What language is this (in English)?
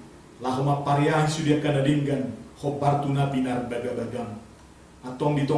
Batak Toba